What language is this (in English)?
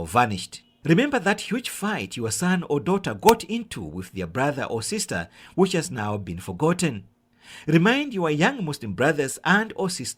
English